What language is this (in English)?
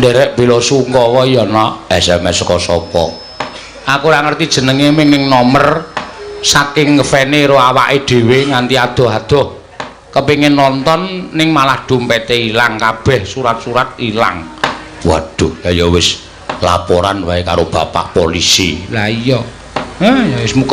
Javanese